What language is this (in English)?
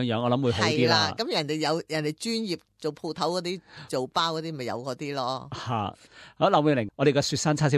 Cantonese